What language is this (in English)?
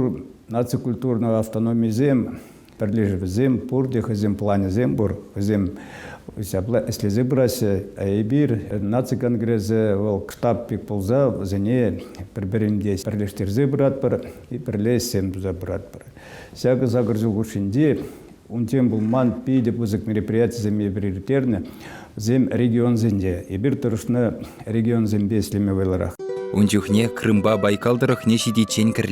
Chuvash